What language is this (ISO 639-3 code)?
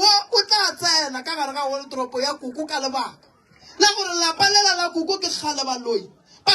nso